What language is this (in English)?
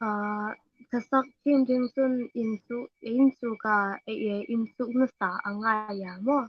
Hmar